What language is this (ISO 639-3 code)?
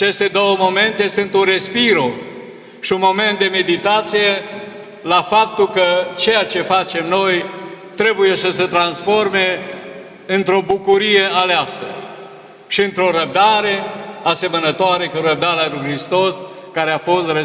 ron